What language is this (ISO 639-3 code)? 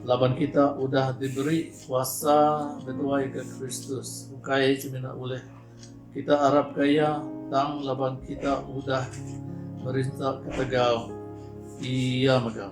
iba